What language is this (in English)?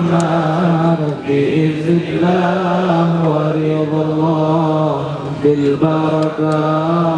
Achinese